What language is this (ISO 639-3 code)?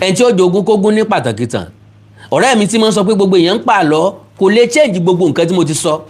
yor